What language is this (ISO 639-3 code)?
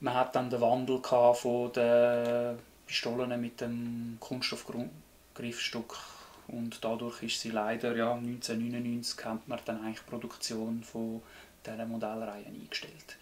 gsw